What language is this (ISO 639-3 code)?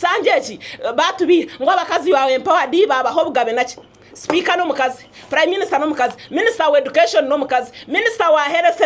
nyn